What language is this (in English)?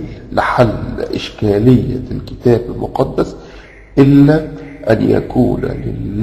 Egyptian Arabic